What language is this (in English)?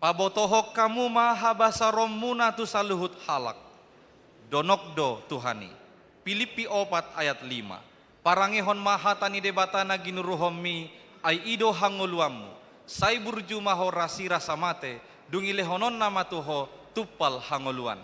Batak Toba